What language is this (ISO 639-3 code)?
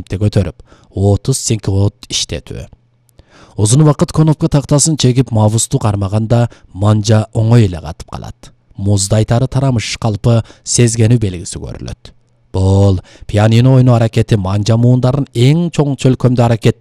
kir